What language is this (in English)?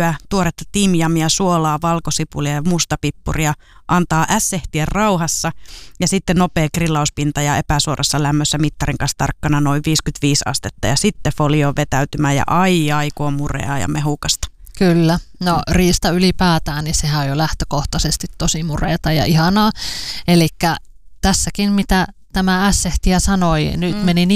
Finnish